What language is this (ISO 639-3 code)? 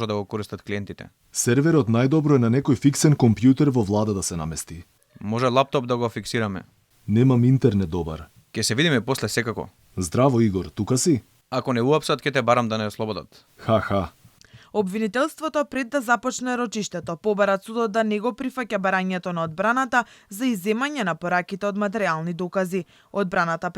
mkd